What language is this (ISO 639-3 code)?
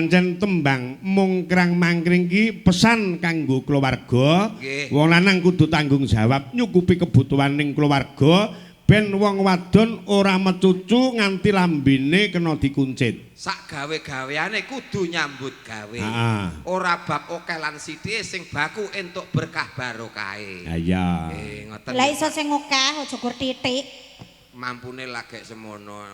jav